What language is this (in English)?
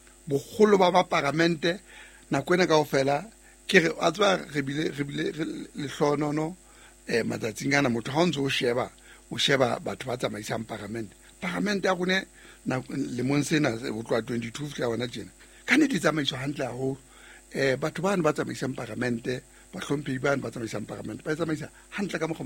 Southern Sotho